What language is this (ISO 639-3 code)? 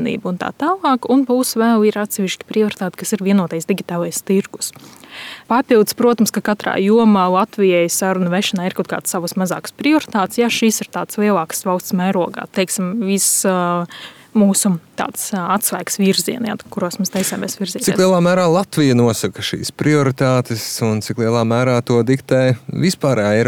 lav